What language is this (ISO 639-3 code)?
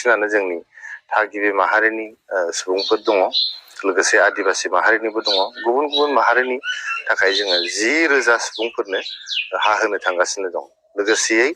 brx